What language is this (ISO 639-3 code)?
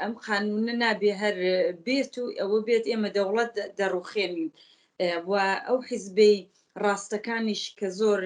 ckb